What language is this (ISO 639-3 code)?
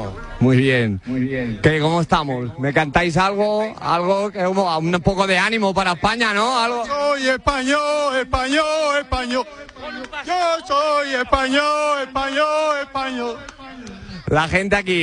spa